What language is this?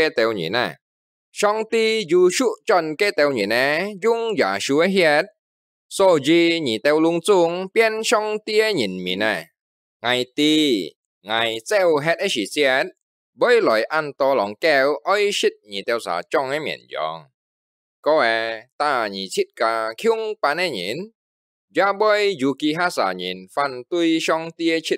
Hakka Chinese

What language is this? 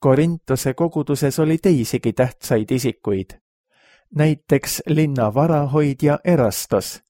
Estonian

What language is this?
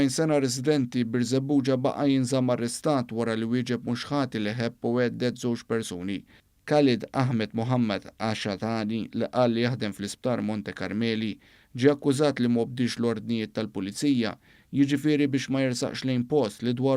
Maltese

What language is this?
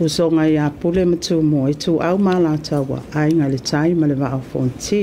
Samoan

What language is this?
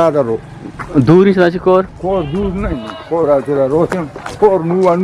Eastern Balochi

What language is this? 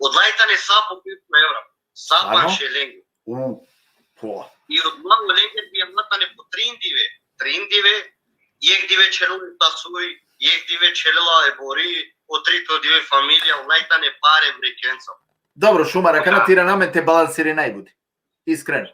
Balkan Romani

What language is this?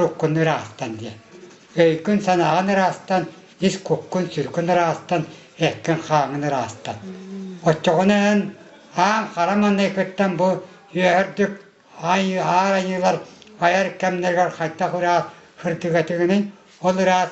Yakut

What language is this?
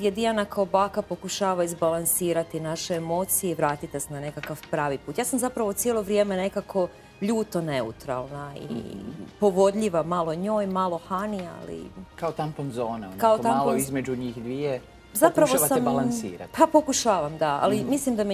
Croatian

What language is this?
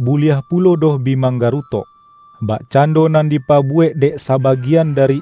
Minangkabau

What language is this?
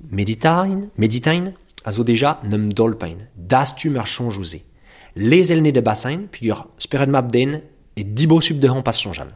Breton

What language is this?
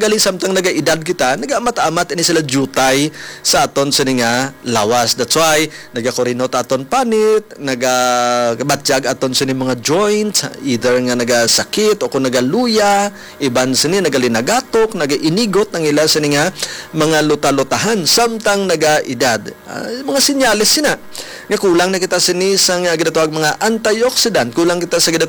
Hiligaynon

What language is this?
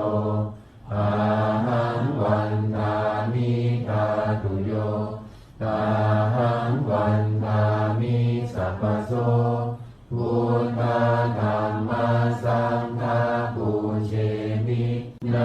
Pali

